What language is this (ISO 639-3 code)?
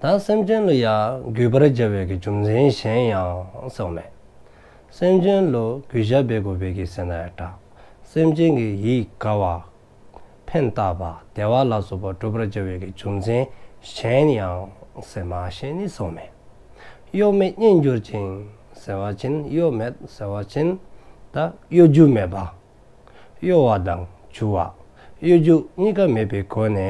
dzo